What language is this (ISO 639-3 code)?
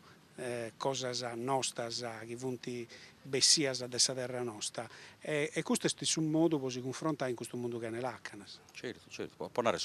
srd